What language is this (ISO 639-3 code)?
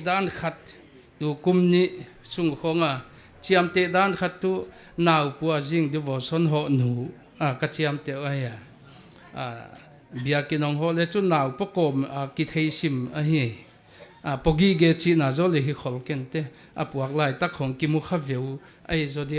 pck